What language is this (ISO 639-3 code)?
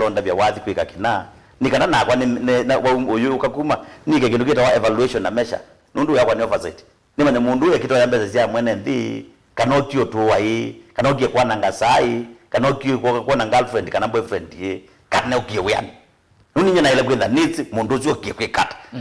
kam